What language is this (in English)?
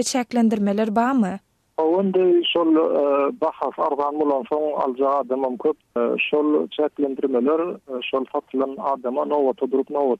Turkmen